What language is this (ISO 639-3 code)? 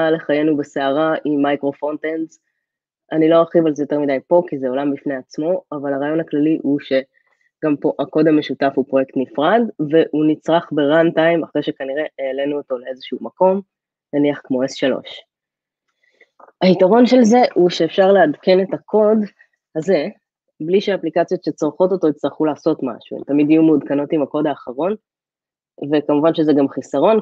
heb